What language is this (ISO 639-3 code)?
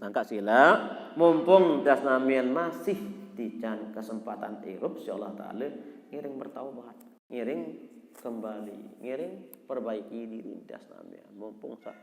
sas